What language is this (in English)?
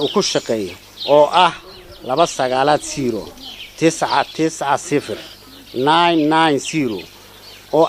Somali